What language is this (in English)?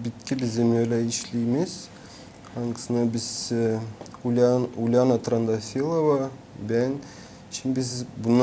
Gagauz